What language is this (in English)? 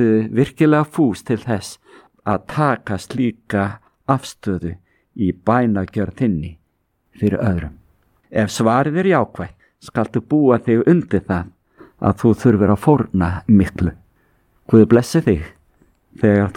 Icelandic